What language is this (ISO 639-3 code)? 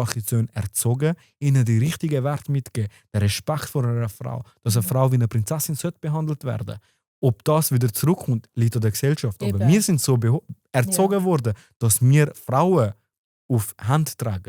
gsw